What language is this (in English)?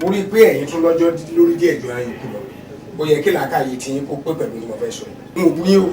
Yoruba